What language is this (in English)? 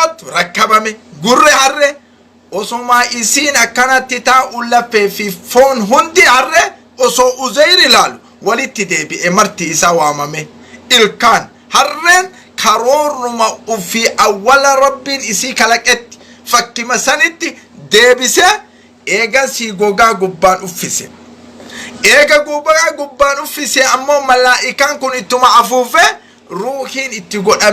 Oromo